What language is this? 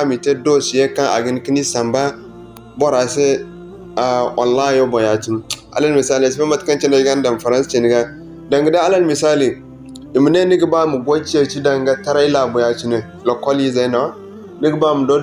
Zarma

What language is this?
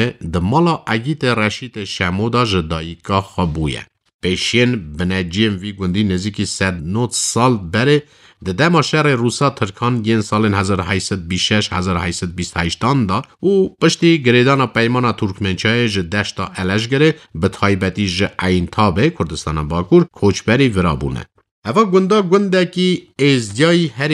Kurdish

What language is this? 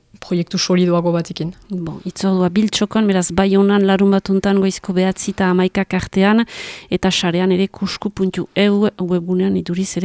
Basque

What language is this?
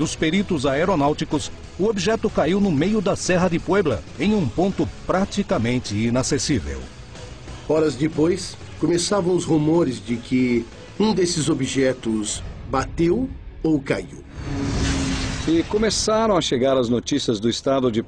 Portuguese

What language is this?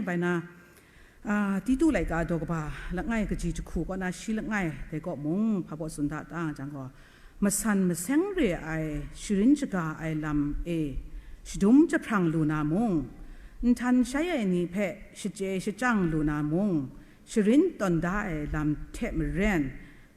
Kachin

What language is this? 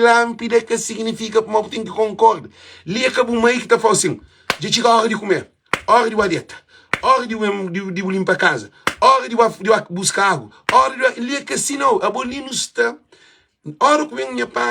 Kabuverdianu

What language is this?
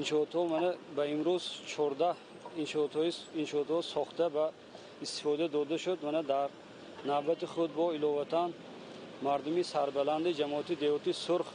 Tajik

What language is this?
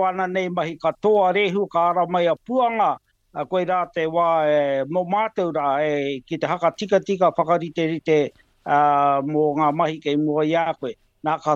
Māori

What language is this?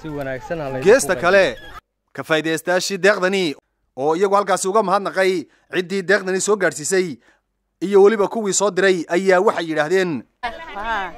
Somali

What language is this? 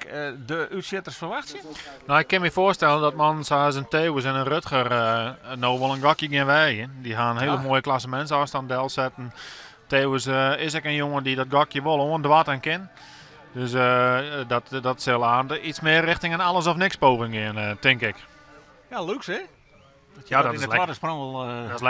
Western Frisian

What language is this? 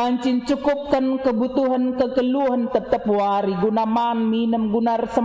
Batak Karo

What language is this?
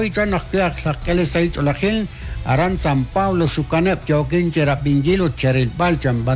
Kekchí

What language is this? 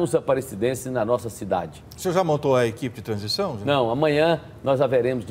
Portuguese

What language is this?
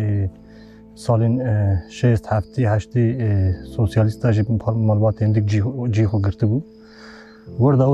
Kurdish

